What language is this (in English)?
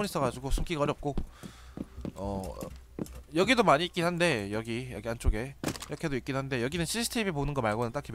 Korean